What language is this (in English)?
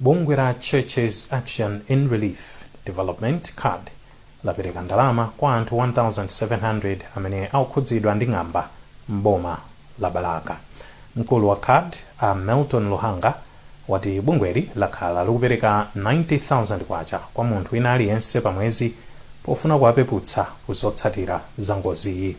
Nyanja